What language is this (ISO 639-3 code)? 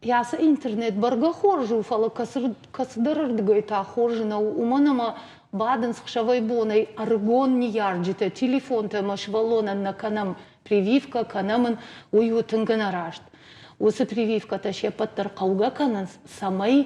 oss